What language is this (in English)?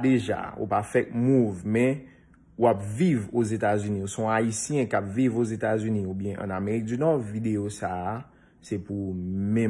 Haitian Creole